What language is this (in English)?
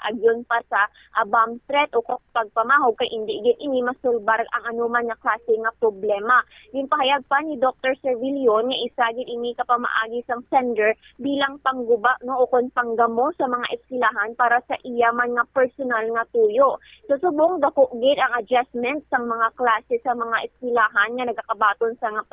Hiligaynon